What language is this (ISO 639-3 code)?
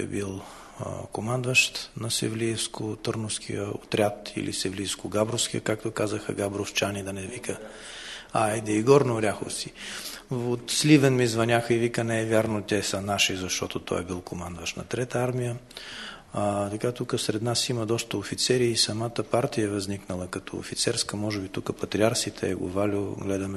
bul